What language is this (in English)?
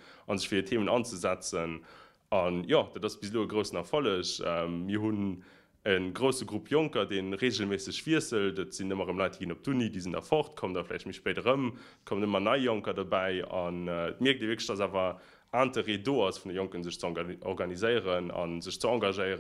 Luxembourgish